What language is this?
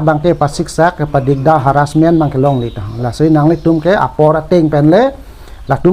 Karbi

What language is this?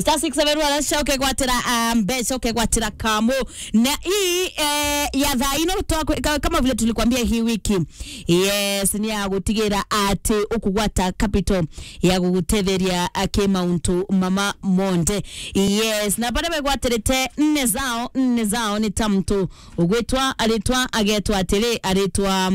Meru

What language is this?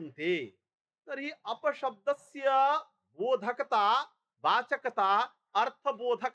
Sanskrit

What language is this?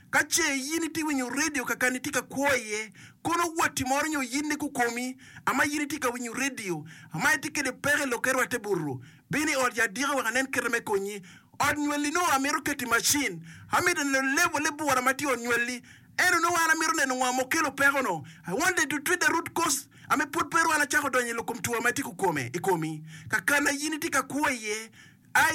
Acoli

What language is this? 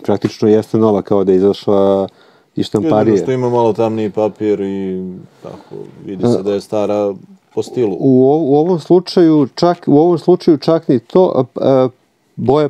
Serbian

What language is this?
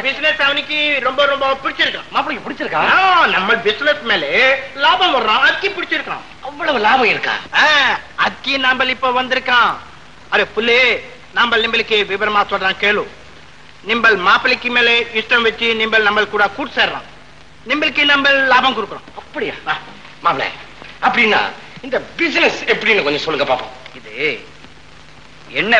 Tamil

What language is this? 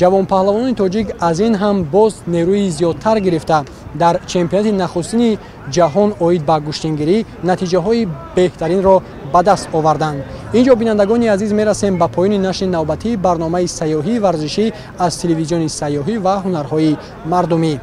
Tajik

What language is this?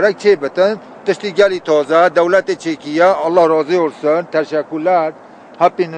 Kurdish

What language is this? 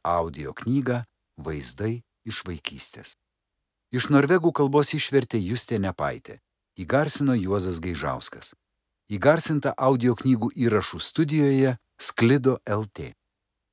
Lithuanian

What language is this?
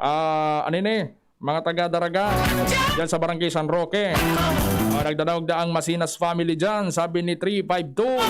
Bikol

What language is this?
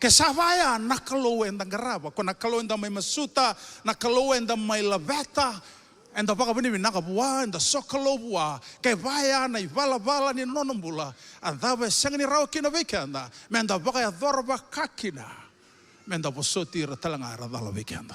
Fijian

